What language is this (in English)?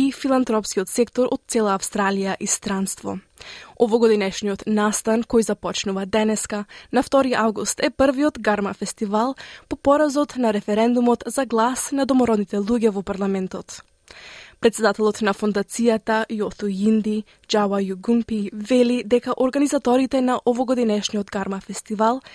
Macedonian